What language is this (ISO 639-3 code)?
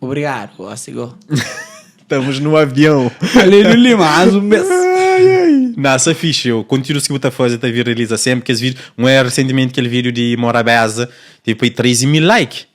kea